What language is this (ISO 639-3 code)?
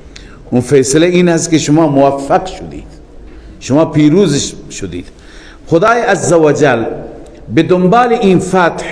fas